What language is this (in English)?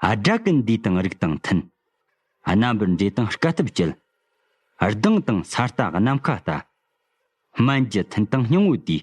Tibetan